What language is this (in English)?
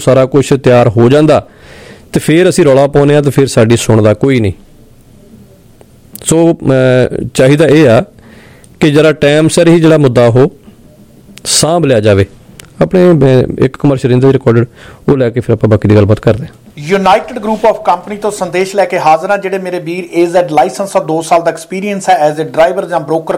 Punjabi